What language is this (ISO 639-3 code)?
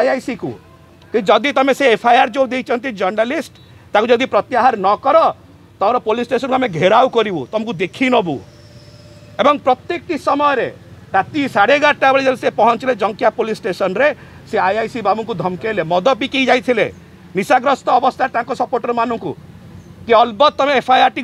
ori